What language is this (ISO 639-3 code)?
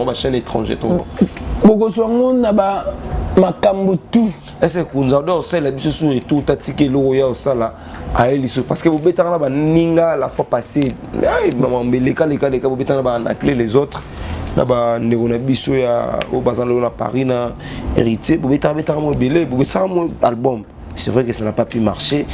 lin